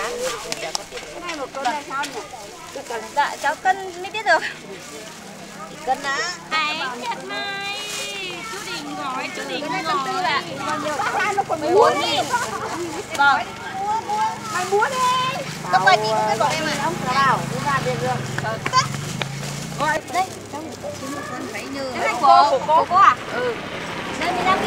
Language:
Vietnamese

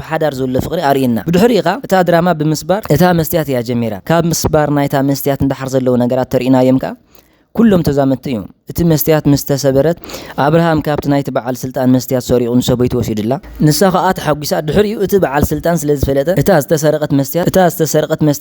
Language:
Tigrinya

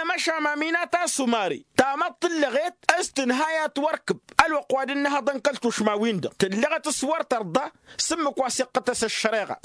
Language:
Tamasheq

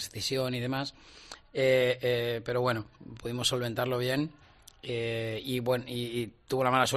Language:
Spanish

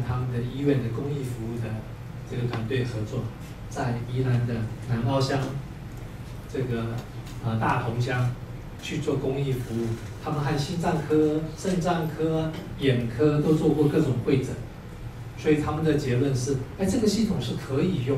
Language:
Chinese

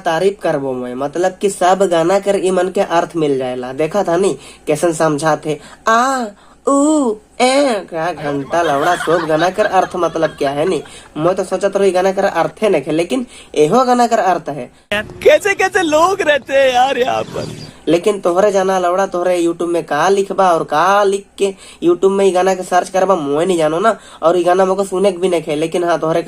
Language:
Sadri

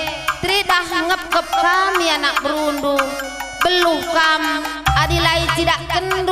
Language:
Batak Karo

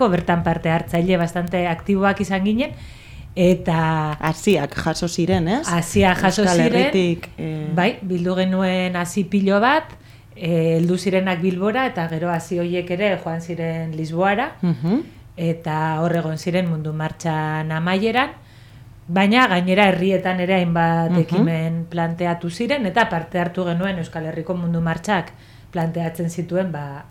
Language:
Basque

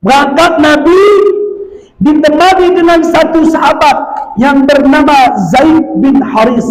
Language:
Batak Alas-Kluet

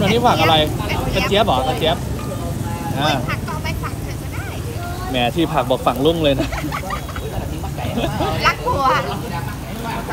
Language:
Thai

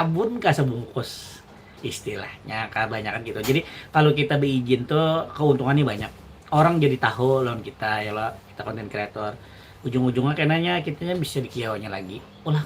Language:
Banjar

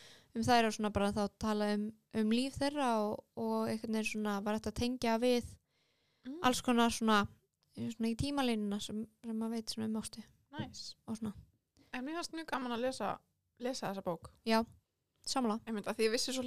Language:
Icelandic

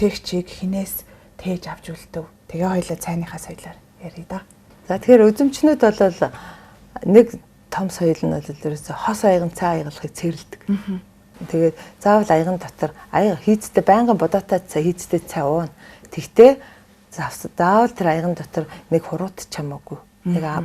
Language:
Mongolian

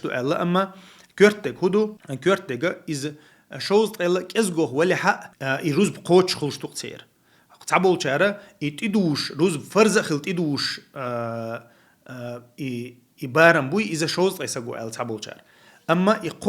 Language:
Chechen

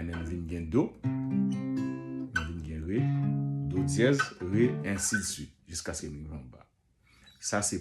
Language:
Haitian Creole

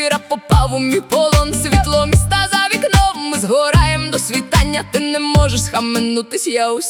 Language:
Ukrainian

